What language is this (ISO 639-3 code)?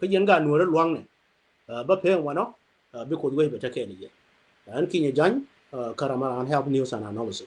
nus